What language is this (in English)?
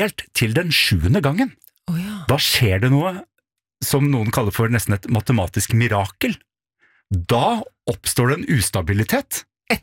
Norwegian